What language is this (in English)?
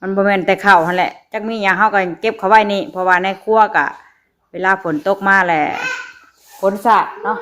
Northeastern Thai